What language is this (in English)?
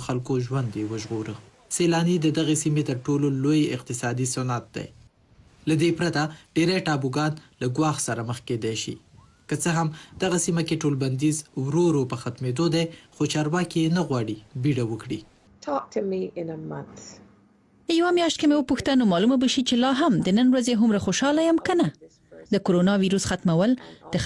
Pashto